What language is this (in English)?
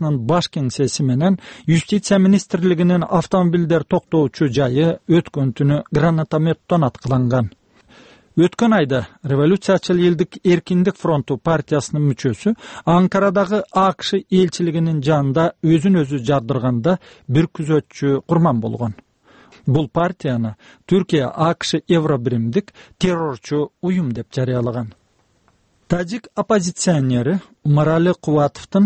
Kyrgyz